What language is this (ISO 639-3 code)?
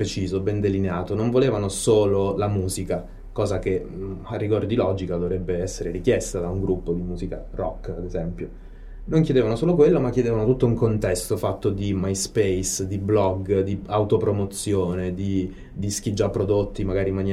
ita